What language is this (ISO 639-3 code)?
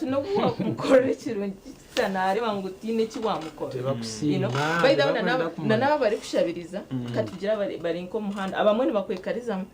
nyn